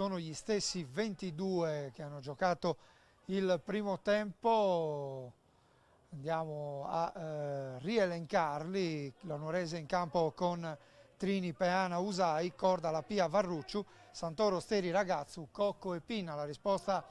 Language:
Italian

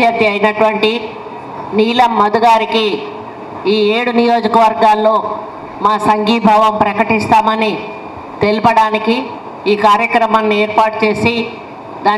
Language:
Telugu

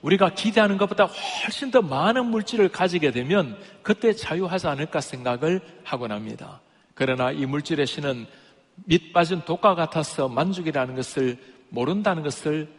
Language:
Korean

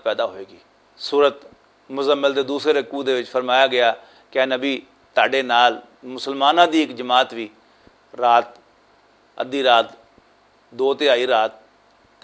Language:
Western Panjabi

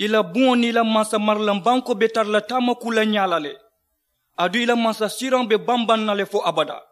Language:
Mandingo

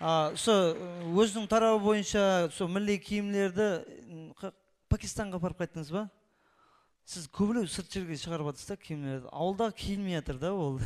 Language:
Kara-Kalpak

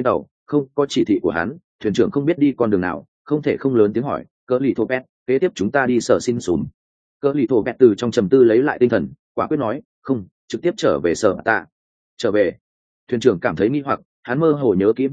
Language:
Vietnamese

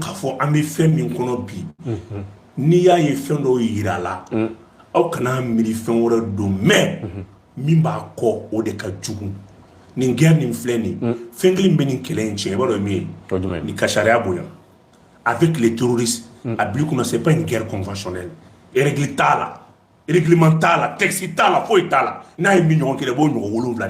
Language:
Bambara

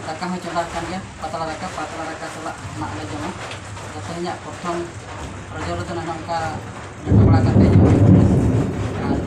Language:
Santali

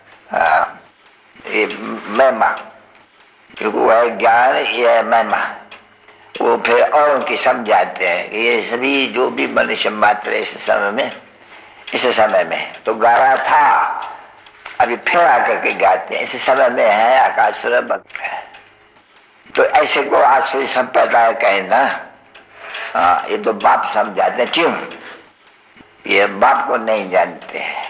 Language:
Hindi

